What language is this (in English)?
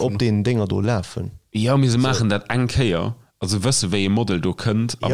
Luxembourgish